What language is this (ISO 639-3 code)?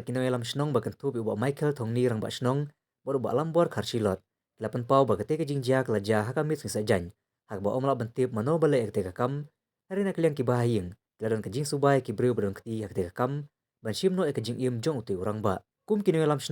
kha